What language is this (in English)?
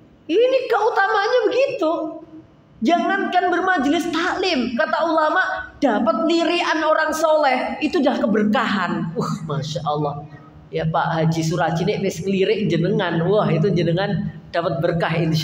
Indonesian